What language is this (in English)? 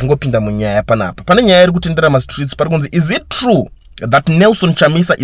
Shona